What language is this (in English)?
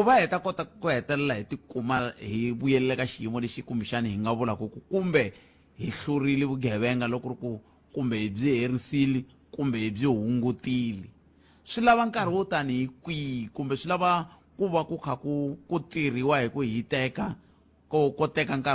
Tsonga